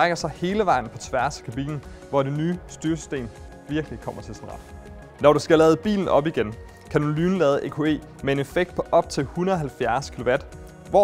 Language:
Danish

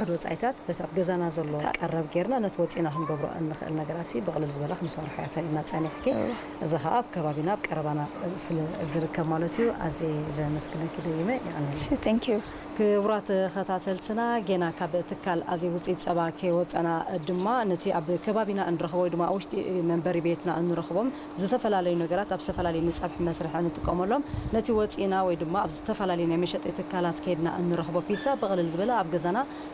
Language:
Tigrinya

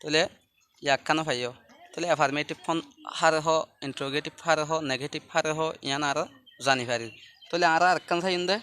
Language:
Rohingya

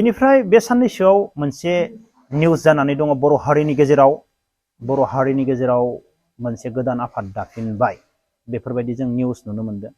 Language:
Bodo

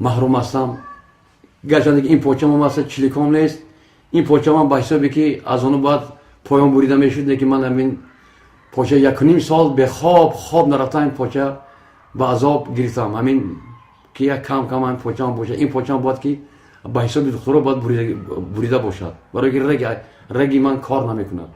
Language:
Tajik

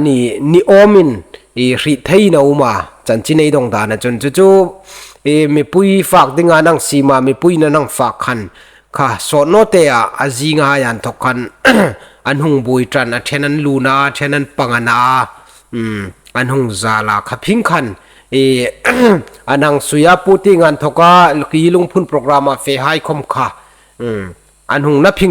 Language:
Hmar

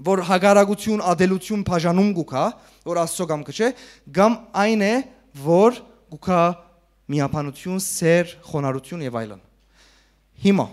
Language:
Western Armenian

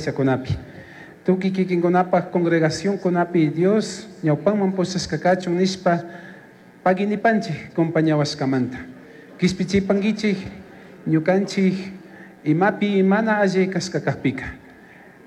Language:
Chimborazo Highland Quichua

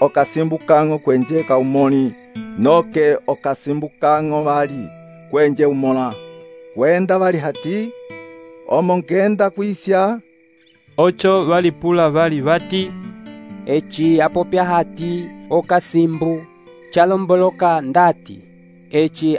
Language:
Umbundu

